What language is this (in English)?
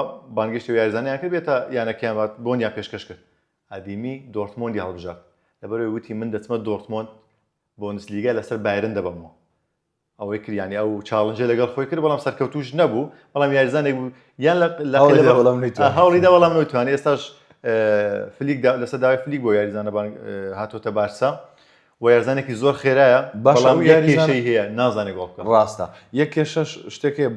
Central Kurdish